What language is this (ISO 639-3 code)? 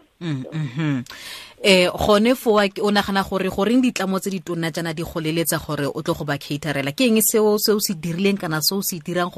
tsn